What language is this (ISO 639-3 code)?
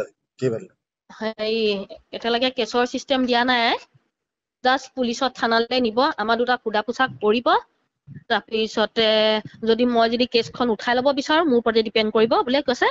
asm